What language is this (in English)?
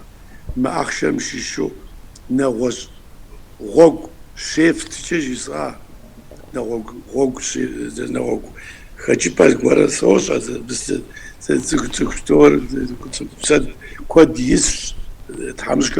Kabardian